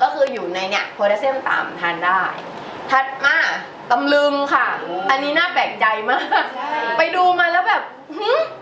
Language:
Thai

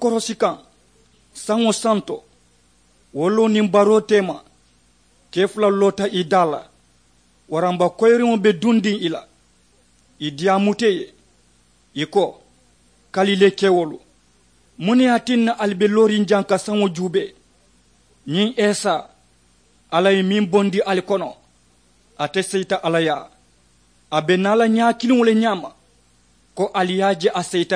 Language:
Mandingo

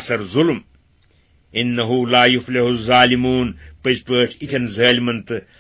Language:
Kashmiri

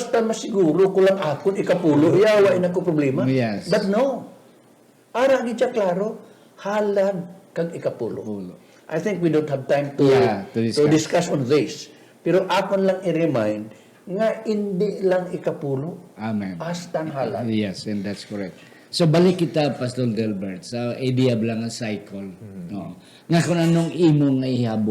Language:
Hiligaynon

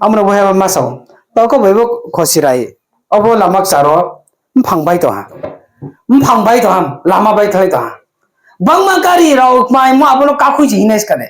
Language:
Riang (India)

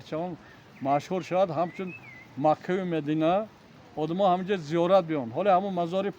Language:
Tajik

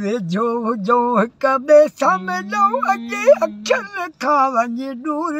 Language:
Sindhi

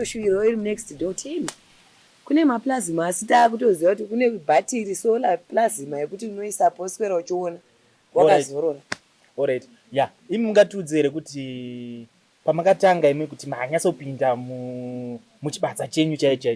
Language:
Shona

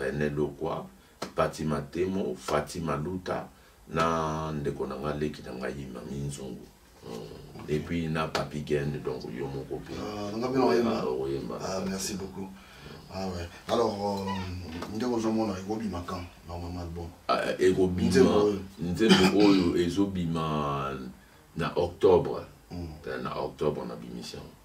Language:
Lingala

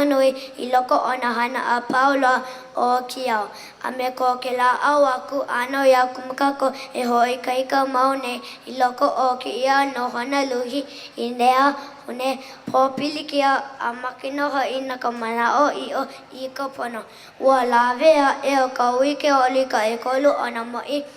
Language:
Hawaiian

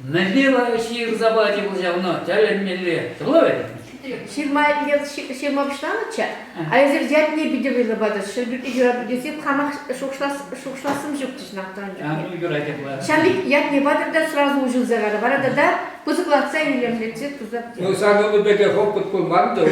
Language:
Chuvash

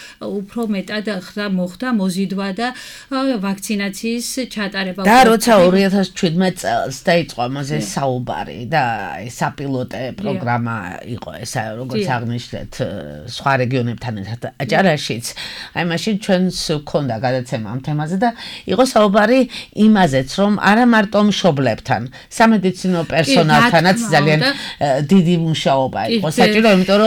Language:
Georgian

